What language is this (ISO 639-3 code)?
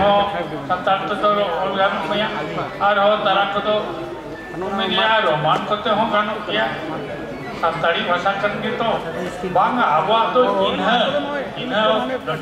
sat